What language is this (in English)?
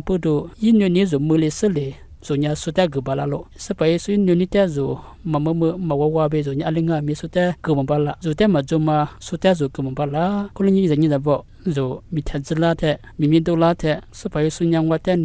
Lisu